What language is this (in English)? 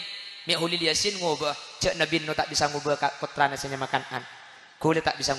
Madurese